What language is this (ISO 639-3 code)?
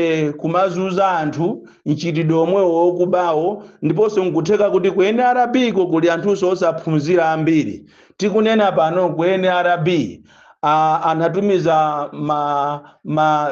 nya